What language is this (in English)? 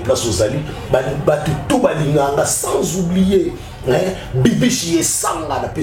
Lingala